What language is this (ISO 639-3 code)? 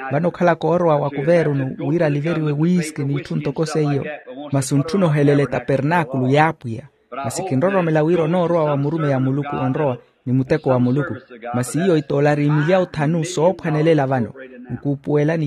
vmw